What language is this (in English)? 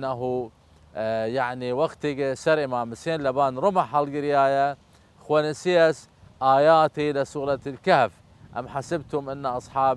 Southern Kurdish